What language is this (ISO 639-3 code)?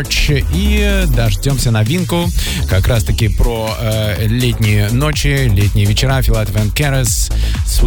rus